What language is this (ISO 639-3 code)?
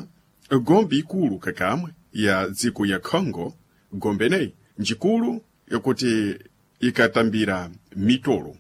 seh